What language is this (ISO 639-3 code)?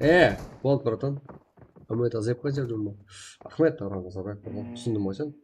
kaa